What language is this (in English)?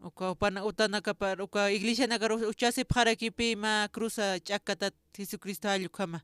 Aymara